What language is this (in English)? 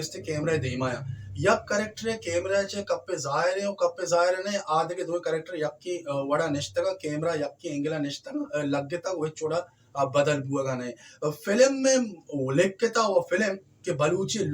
Baluchi